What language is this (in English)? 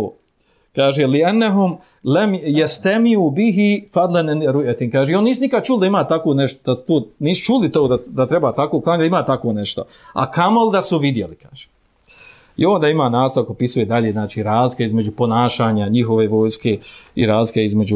Bosnian